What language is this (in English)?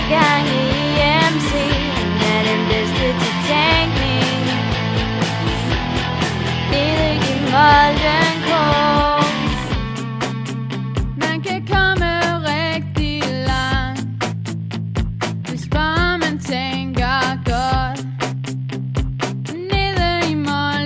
Danish